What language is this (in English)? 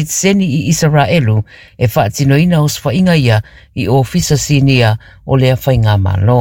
Samoan